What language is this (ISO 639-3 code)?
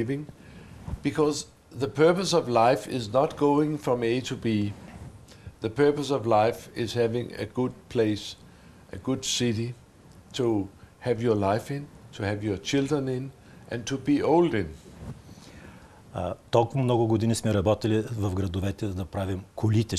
bul